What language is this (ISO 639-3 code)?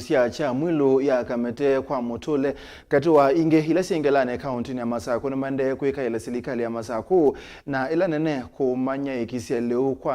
kam